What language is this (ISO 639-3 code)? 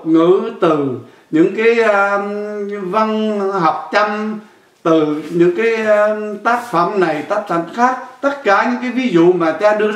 vie